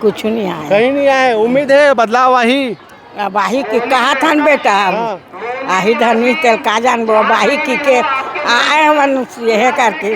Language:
Chhattisgarhi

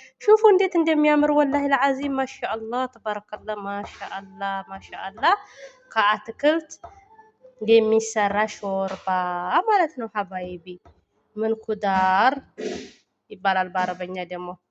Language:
Amharic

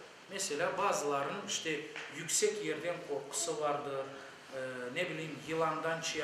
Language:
Crimean Tatar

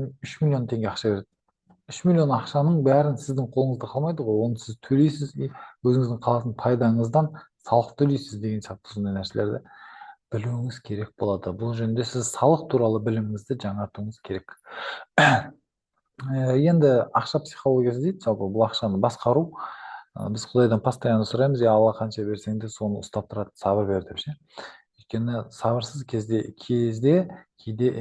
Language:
Kazakh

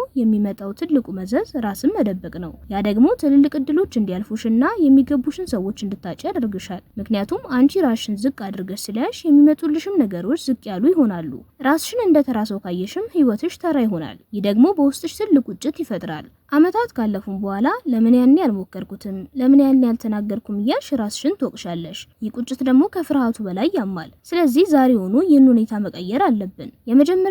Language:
Amharic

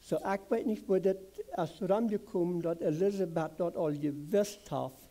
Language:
Plautdietsch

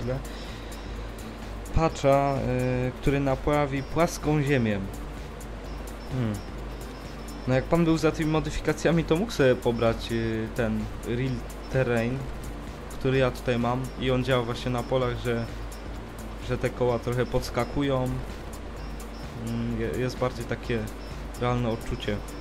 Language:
Polish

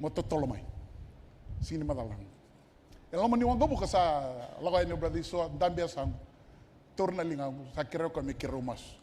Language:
Fijian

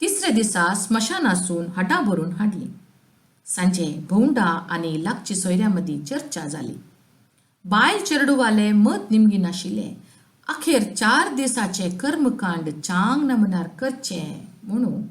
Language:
Konkani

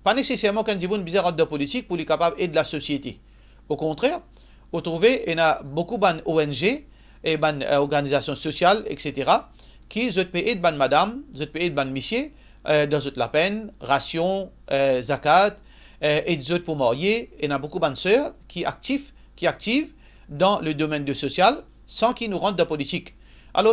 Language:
Morisyen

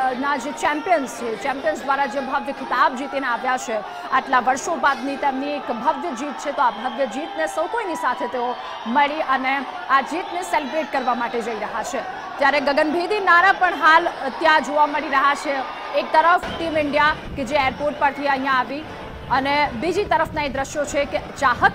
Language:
Gujarati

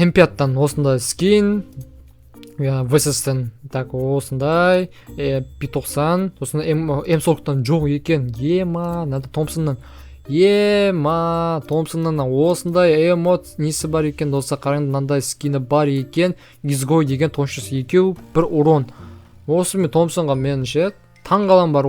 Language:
Kazakh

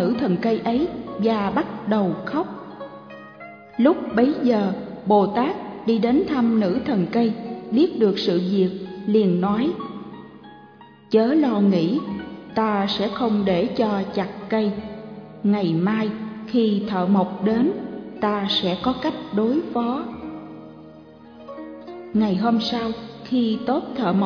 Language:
Vietnamese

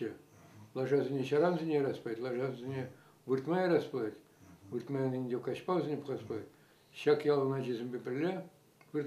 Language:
Chuvash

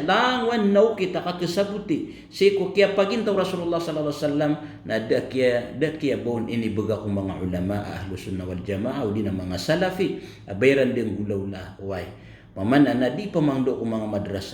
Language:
Maranao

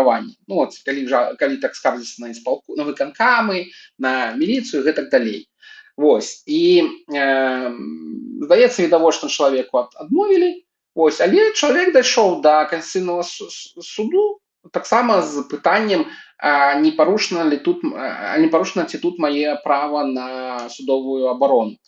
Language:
Belarusian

